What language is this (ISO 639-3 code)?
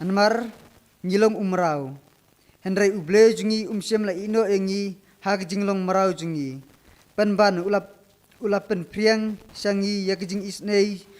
kha